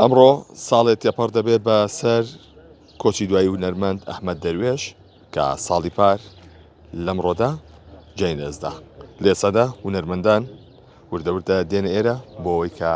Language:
Central Kurdish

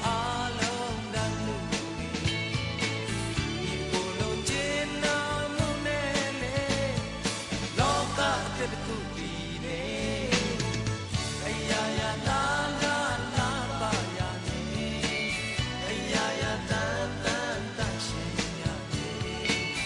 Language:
Burmese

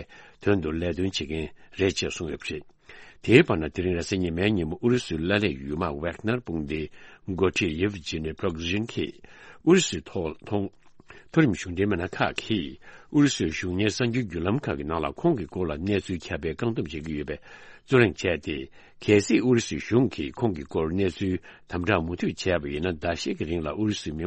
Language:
Tibetan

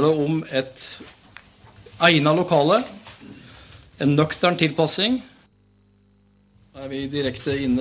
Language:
Norwegian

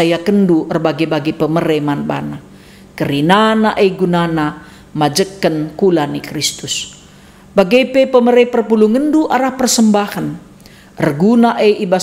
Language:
Batak Karo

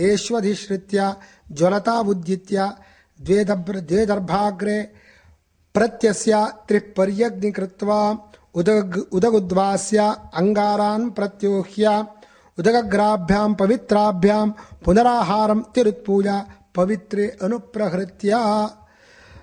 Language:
Sanskrit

